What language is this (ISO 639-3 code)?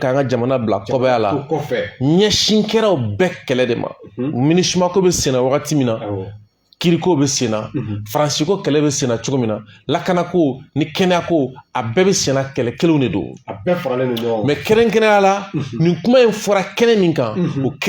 bam